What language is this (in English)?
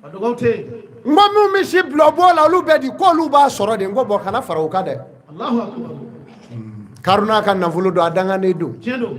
Bambara